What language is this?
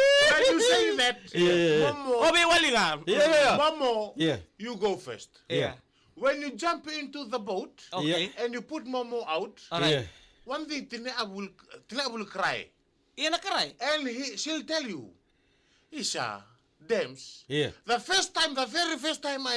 Fijian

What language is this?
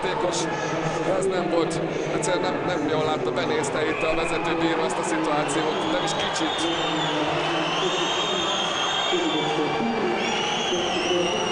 Hungarian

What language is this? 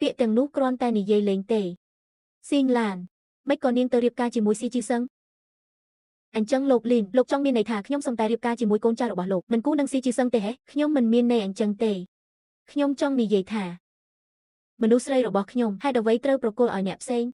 Khmer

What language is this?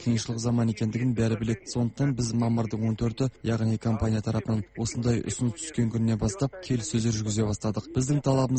Kazakh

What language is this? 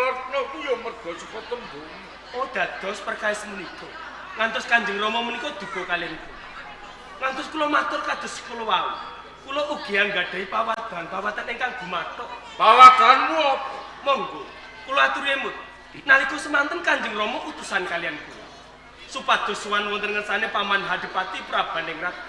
Javanese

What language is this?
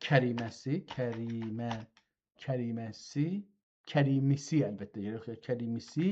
South Azerbaijani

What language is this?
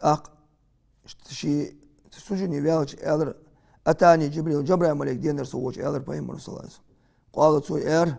Ingush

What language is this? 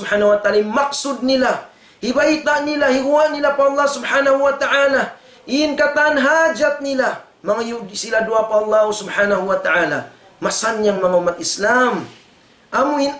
Tausug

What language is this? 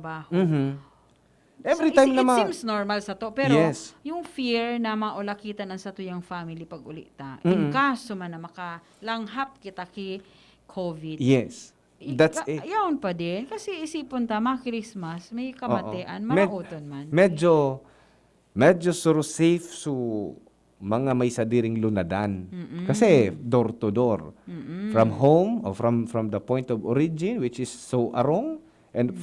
Bikol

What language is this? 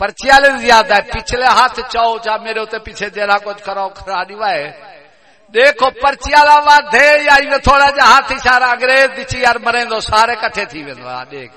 Saraiki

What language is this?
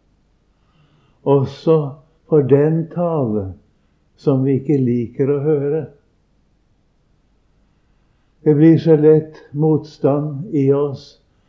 Norwegian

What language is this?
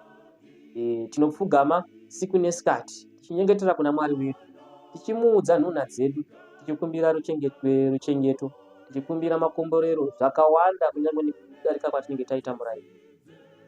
Shona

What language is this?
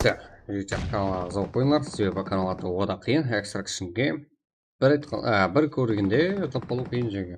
Kara-Kalpak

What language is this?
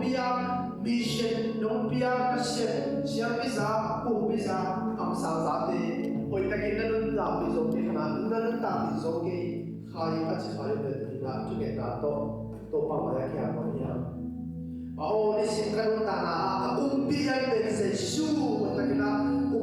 Tedim Chin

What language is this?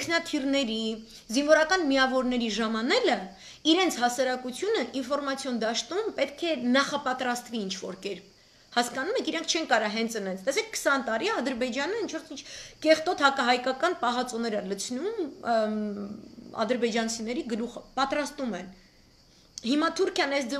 Armenian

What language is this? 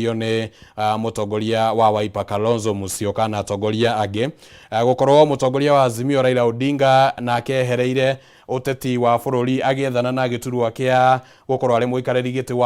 Kikuyu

